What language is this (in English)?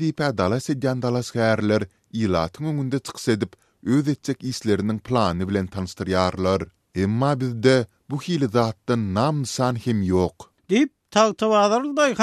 Turkmen